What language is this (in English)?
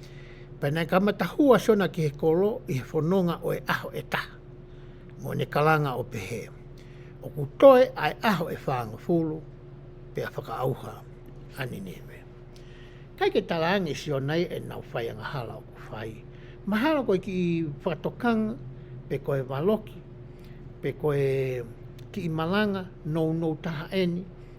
Tongan